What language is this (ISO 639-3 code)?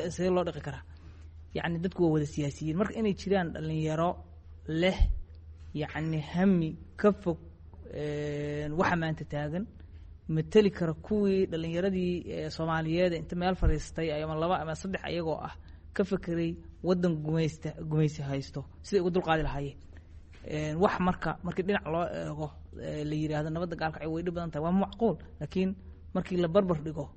som